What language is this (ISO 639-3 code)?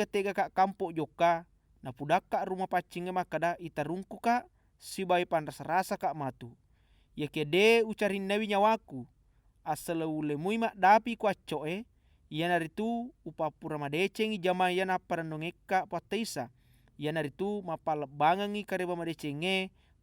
bug